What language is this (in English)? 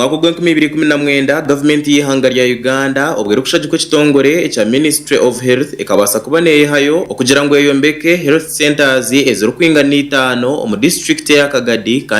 Nyankole